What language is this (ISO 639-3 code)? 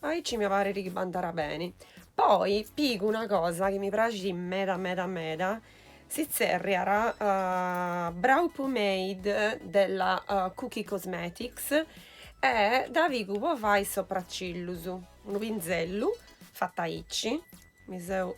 srd